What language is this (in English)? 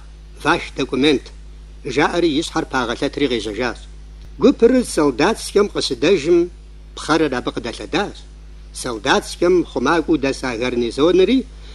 Kabardian